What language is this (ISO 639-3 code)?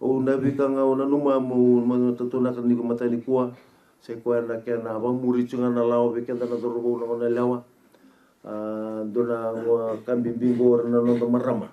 fij